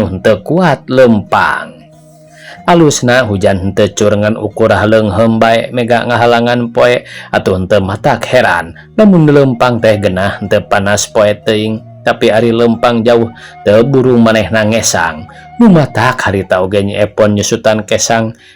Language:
Sundanese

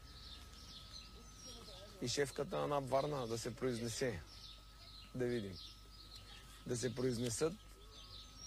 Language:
Bulgarian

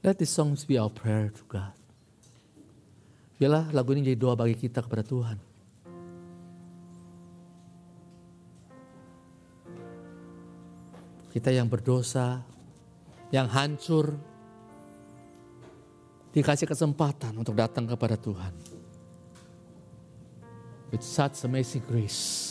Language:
Indonesian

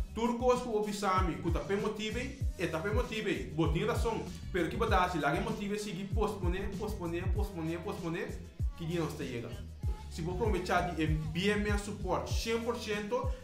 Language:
Papiamento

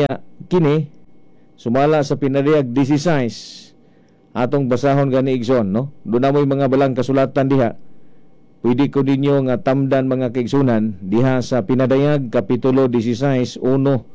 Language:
Cebuano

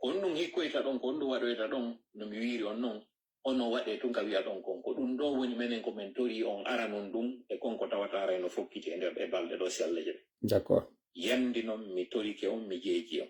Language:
Pular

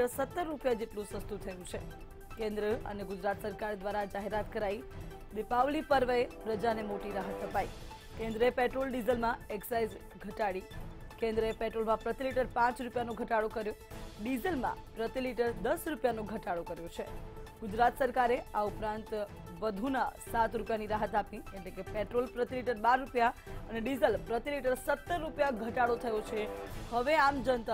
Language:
Gujarati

